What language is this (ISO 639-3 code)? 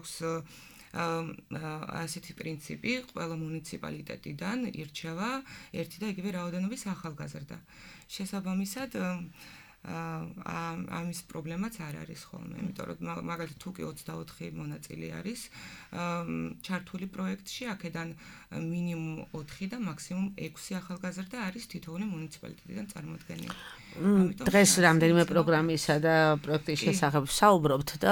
kat